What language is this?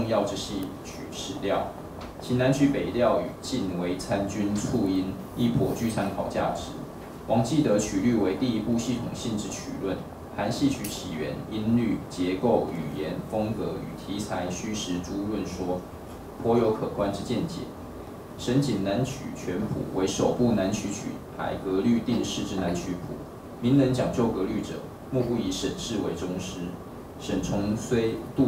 Chinese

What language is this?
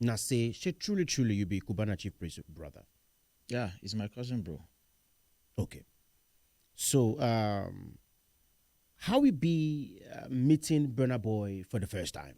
Nigerian Pidgin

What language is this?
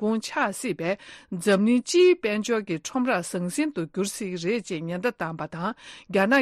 Tibetan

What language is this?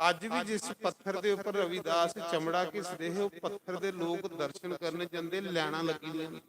Dogri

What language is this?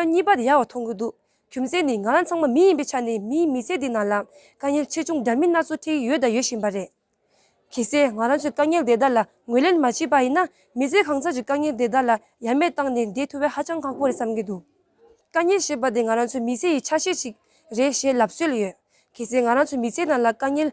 Tibetan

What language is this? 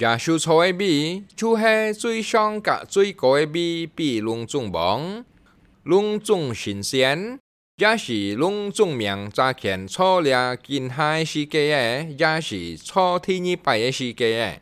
Hakka Chinese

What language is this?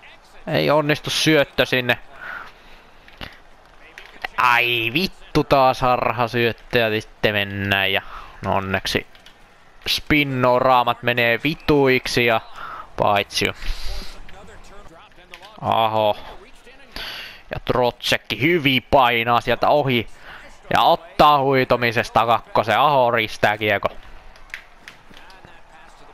Finnish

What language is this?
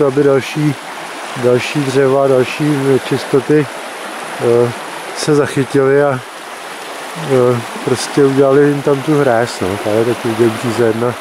Czech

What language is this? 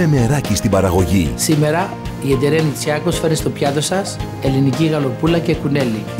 Greek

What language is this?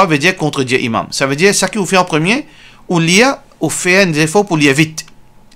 Morisyen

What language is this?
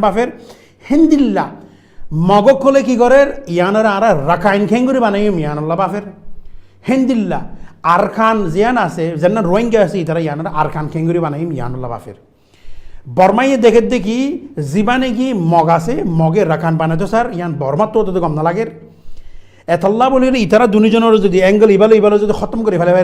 Rohingya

